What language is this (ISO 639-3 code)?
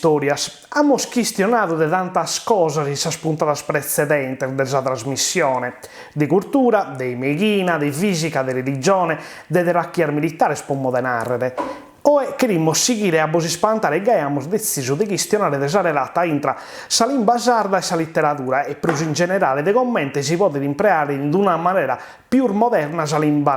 srd